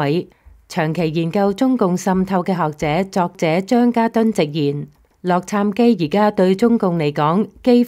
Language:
Cantonese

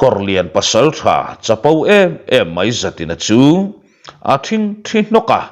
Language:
Mizo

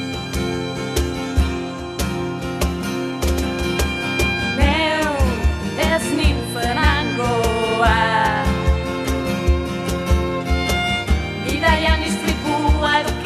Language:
Basque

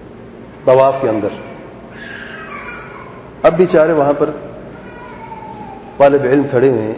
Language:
Urdu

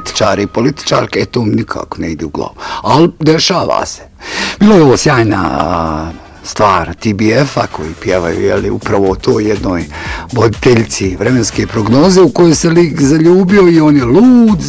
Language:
Bosnian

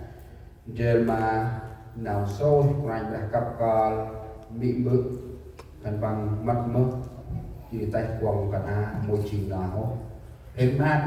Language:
Central Mnong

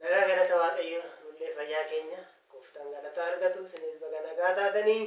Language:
Oromo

